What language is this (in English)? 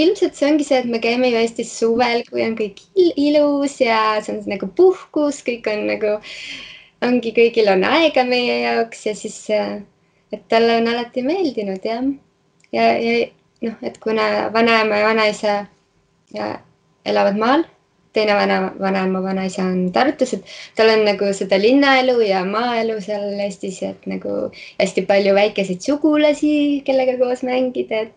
Estonian